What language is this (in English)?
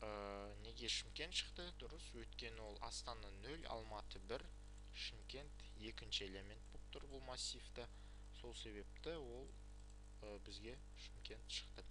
Kazakh